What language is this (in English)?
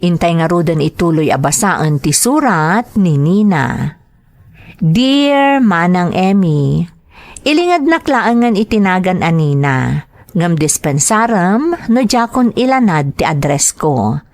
Iloko